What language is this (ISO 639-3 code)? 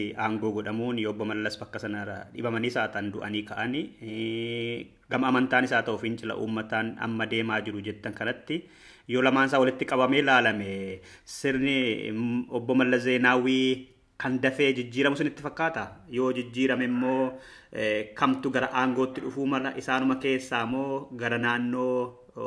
orm